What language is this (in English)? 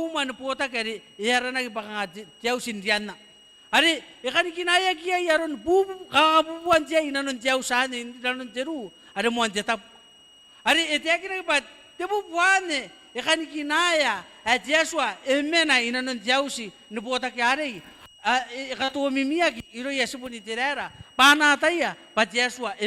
Gilbertese